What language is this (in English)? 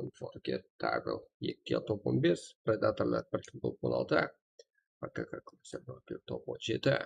Kara-Kalpak